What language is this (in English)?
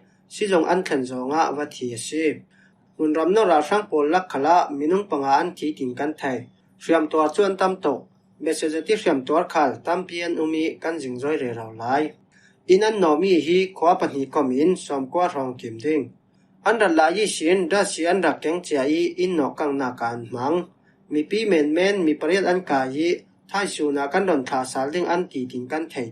Falam Chin